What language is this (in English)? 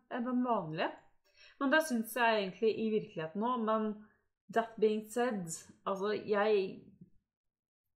Norwegian